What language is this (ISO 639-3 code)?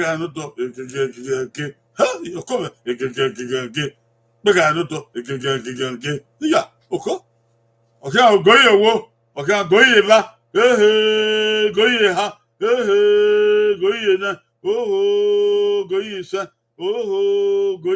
bin